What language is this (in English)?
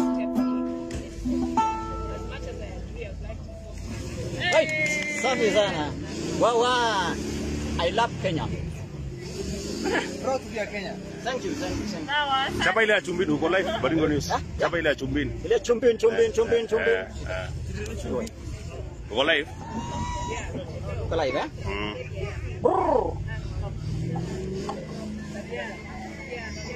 Swahili